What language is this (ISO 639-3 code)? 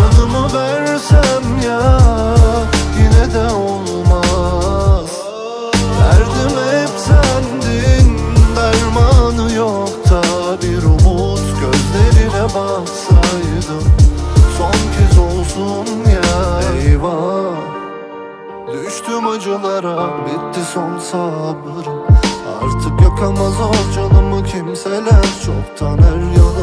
tur